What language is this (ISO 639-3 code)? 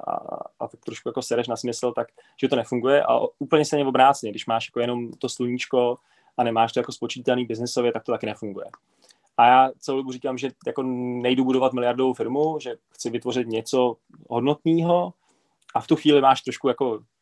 ces